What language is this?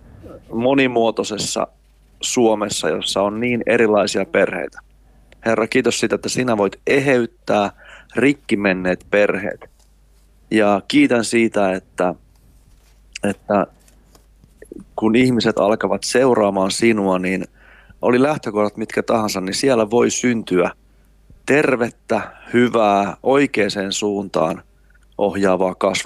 Finnish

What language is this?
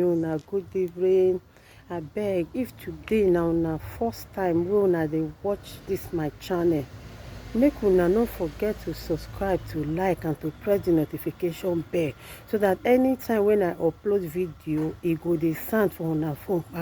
Nigerian Pidgin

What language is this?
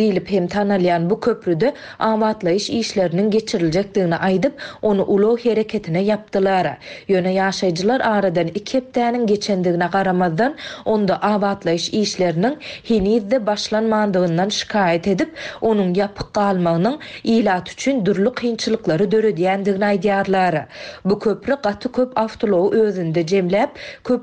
Turkmen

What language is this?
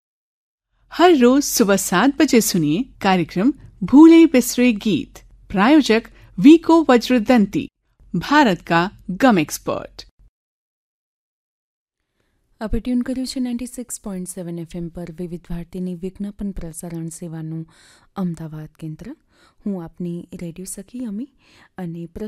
Gujarati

